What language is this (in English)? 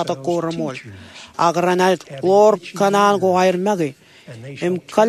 Marshallese